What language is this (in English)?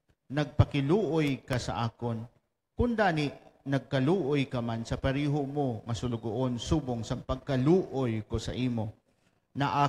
Hiligaynon